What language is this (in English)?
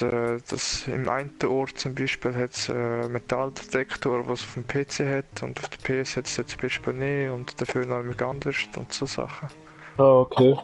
Swiss German